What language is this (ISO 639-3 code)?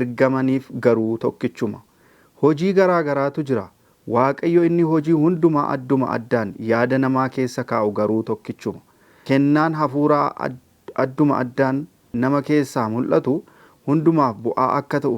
orm